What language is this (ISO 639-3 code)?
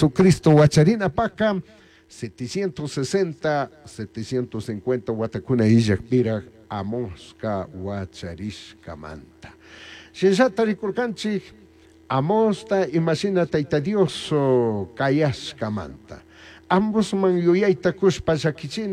qug